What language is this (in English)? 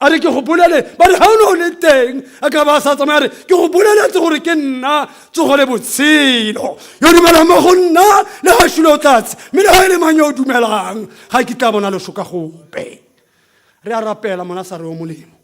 Tswana